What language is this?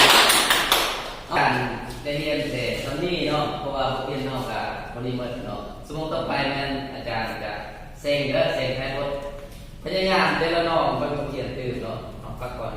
Lao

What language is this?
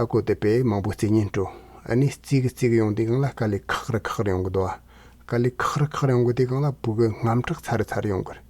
Tibetan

